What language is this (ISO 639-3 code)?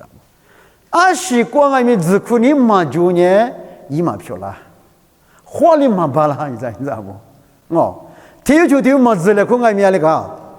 lis